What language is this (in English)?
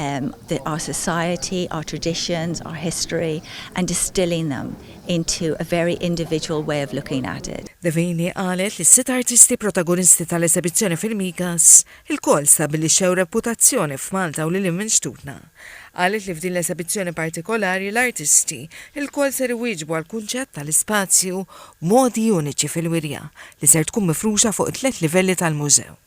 Maltese